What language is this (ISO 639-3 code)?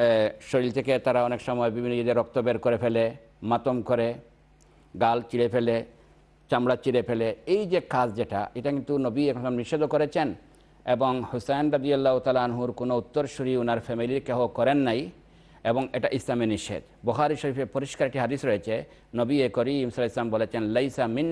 ben